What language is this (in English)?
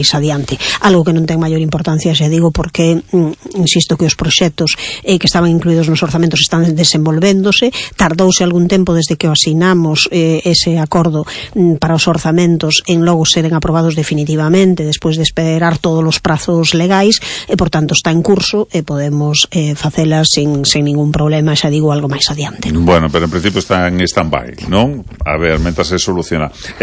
Galician